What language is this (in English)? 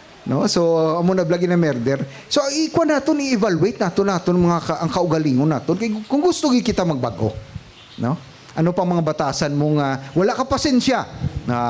Hiligaynon